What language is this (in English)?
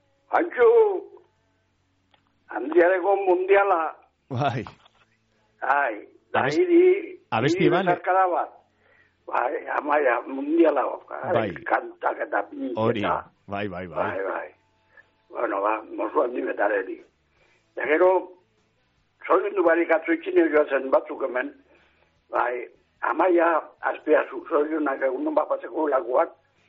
Basque